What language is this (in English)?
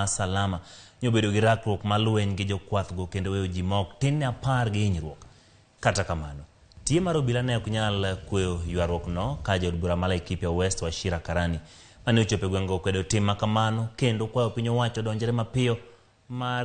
Luo (Kenya and Tanzania)